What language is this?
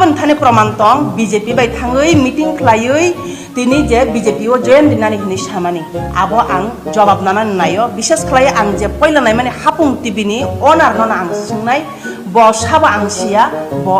Kok Borok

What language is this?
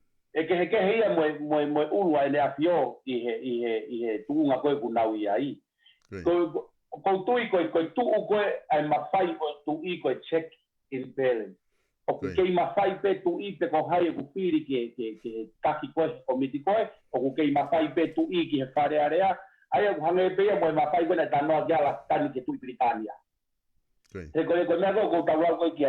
Tongan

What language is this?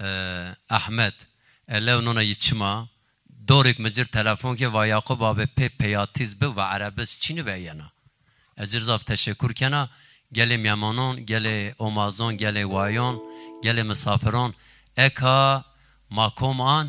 Zaza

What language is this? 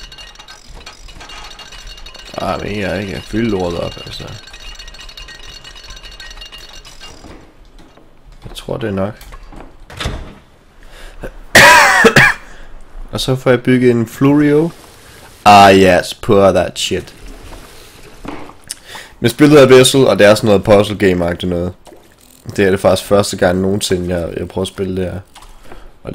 Danish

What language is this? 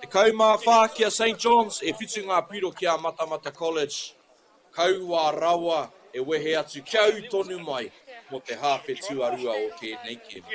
Māori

